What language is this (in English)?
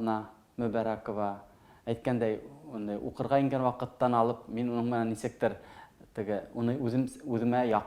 Bashkir